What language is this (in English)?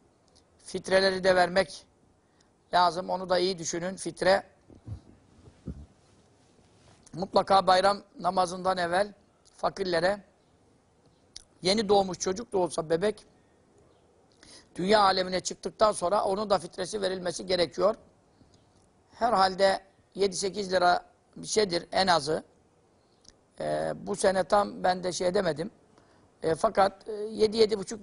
Turkish